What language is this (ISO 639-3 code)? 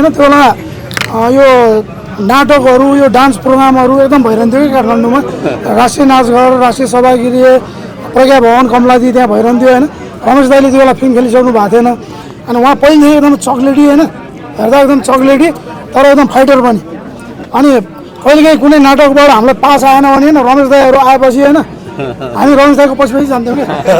nep